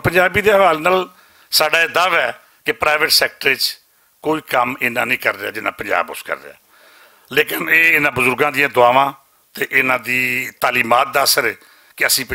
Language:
Western Panjabi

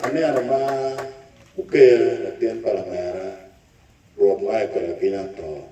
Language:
Acoli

